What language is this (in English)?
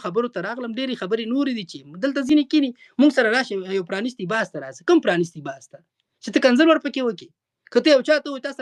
Pashto